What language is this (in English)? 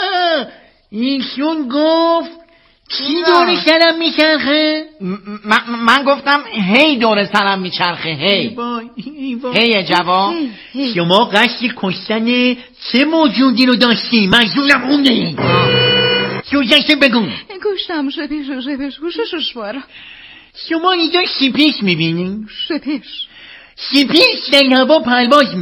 Persian